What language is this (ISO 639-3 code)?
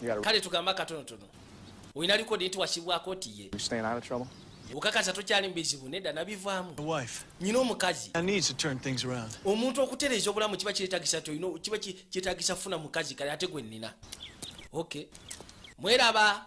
lug